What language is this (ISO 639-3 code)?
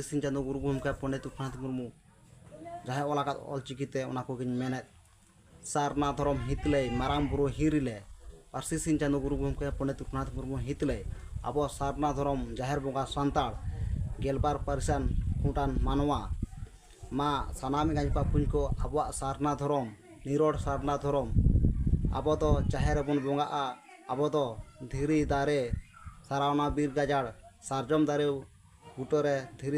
sat